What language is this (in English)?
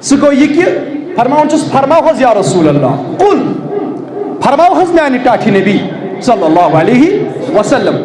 Kashmiri